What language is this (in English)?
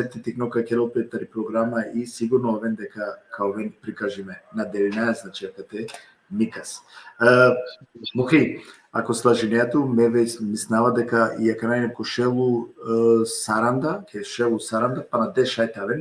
Balkan Romani